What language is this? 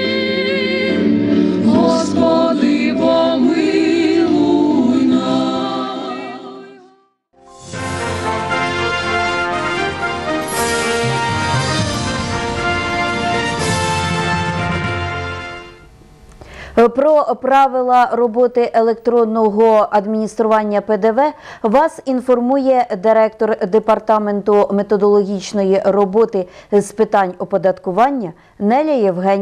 Ukrainian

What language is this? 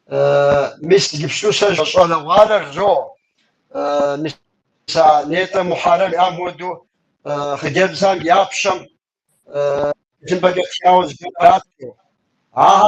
Kabardian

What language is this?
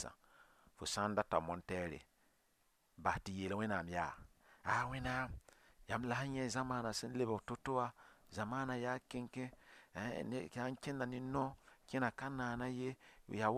Mossi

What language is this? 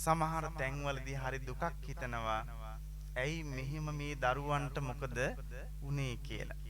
Sinhala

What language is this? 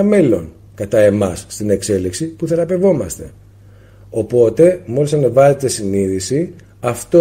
Greek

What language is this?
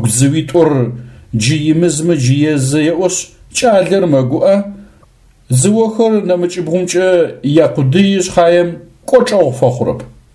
Adyghe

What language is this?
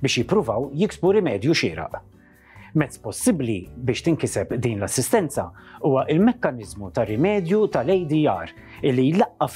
Maltese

